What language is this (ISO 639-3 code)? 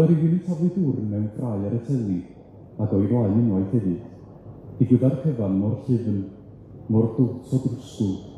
cym